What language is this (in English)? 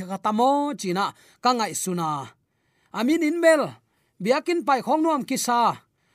Tedim Chin